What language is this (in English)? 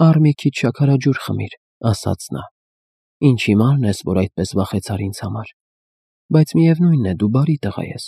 Armenian